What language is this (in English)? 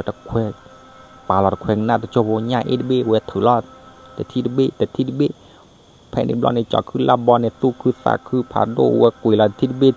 S'gaw Karen